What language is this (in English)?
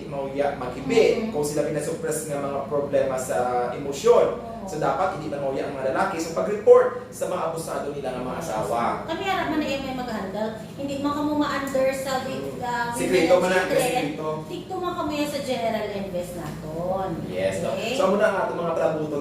Hiligaynon